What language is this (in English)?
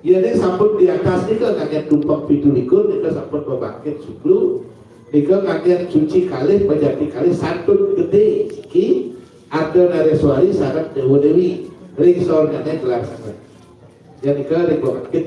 Balinese